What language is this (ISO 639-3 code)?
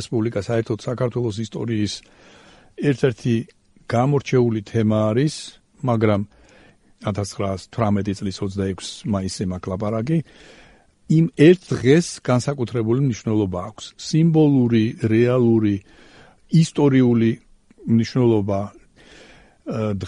kat